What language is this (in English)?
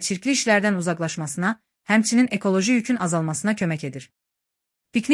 Azerbaijani